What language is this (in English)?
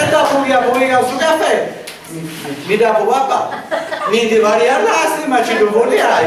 Sardinian